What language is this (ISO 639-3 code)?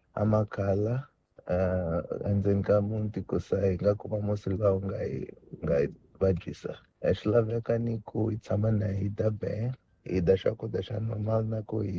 tso